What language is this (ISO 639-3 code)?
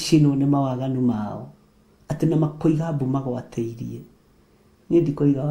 kik